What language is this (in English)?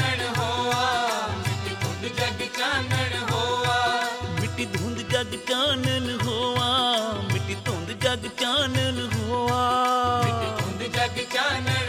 Punjabi